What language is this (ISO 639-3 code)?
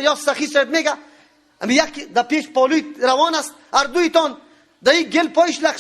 fas